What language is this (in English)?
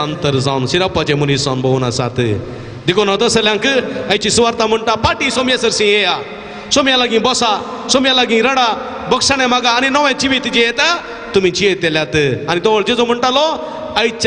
Konkani